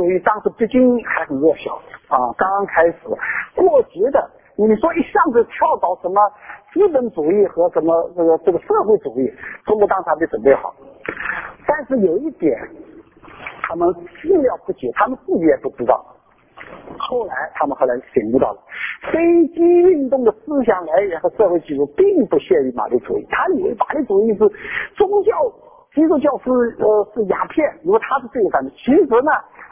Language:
Chinese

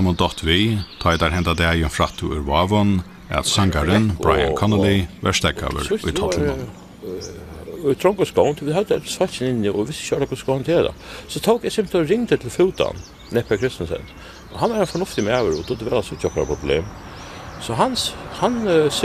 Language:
Faroese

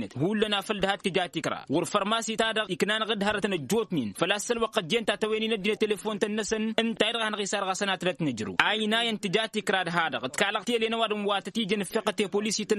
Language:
Tamasheq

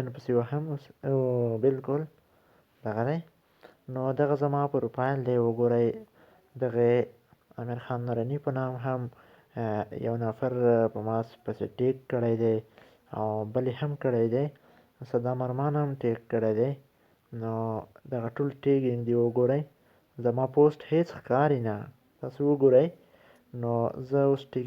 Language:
Pashto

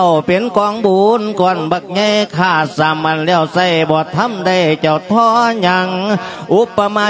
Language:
Lao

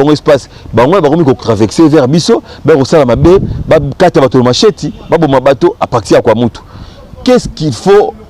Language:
Lingala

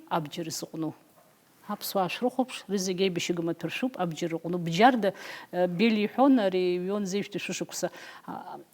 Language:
Abkhazian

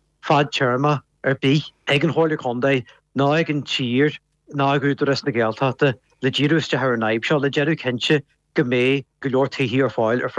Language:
Irish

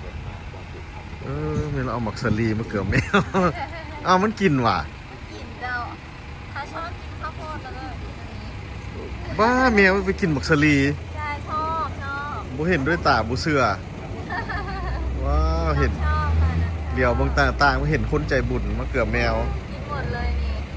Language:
Lao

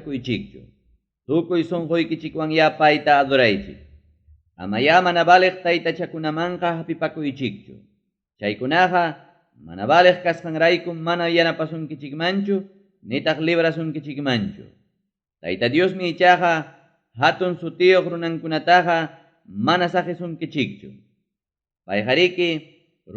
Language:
Ayacucho Quechua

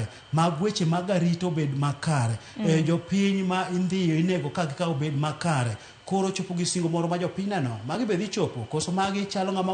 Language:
Luo (Kenya and Tanzania)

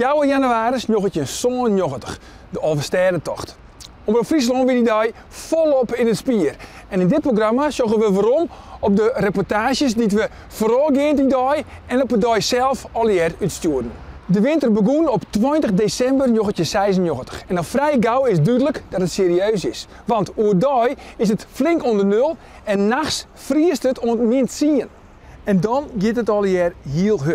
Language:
Western Frisian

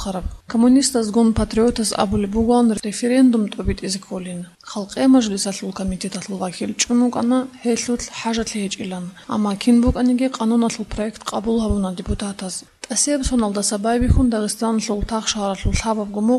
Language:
Avaric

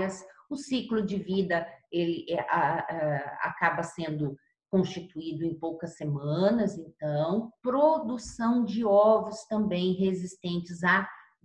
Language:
Portuguese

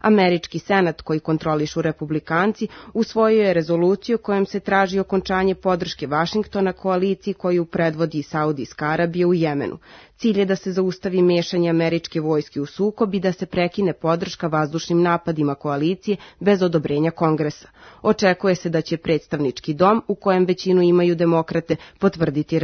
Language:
Serbian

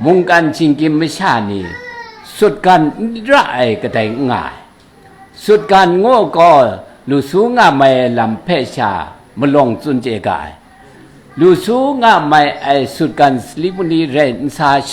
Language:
Kachin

